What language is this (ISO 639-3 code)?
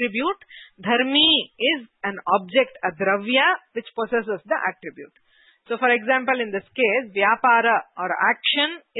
san